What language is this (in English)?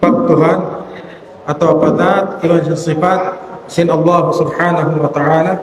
Tausug